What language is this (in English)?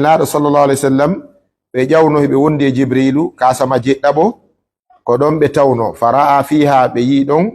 Pular